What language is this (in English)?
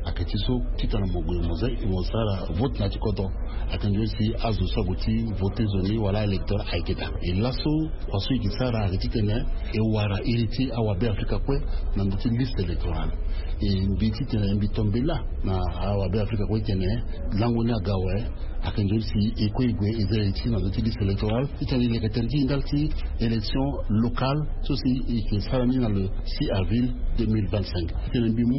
Sango